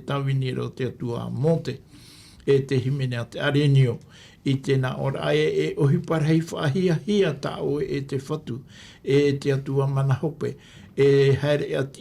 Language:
Tahitian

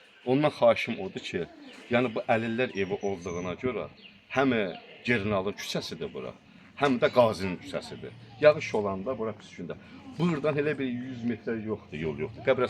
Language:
Azerbaijani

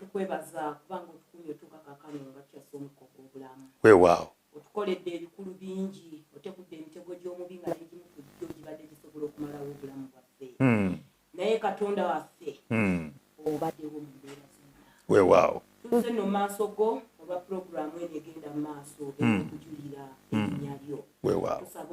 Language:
Ganda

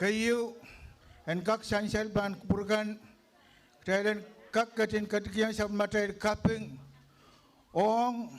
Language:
Pohnpeian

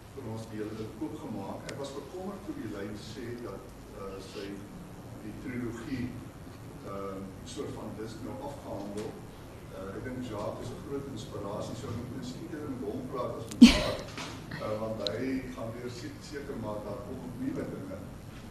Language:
Afrikaans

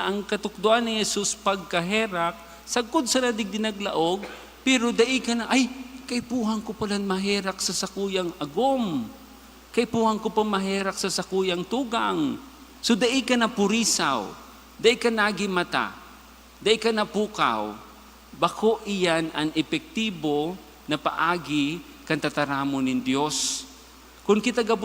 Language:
Bikol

